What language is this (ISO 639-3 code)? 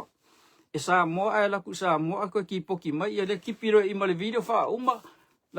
smo